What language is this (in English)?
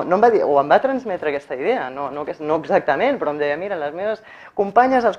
Catalan